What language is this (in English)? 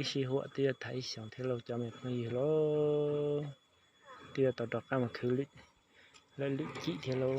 Hmong